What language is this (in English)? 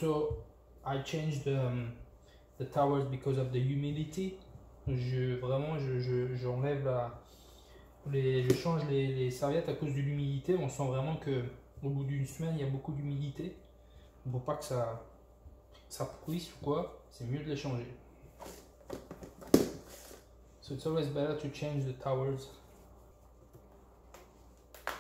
French